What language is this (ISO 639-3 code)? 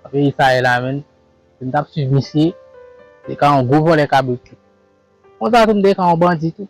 hat